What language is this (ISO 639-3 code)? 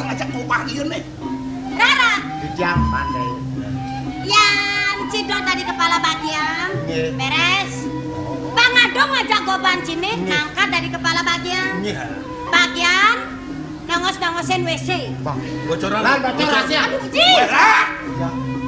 ban